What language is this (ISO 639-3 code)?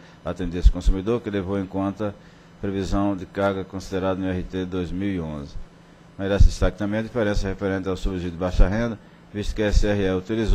por